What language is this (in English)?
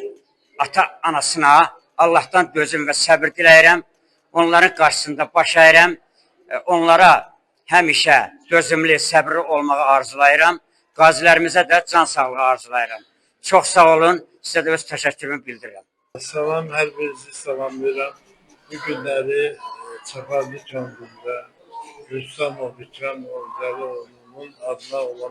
Azerbaijani